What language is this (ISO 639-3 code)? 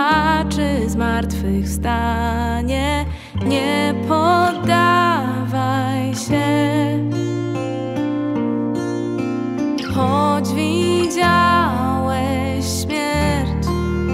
pol